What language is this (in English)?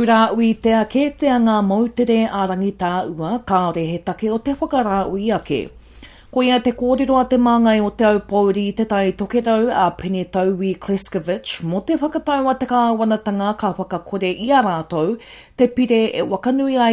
Māori